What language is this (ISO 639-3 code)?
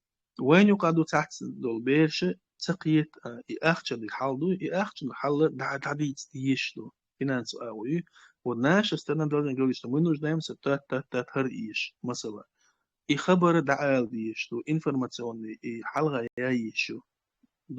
che